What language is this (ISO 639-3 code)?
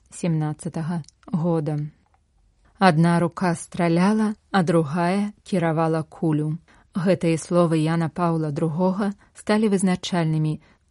bel